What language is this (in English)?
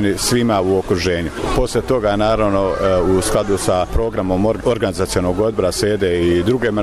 Bosnian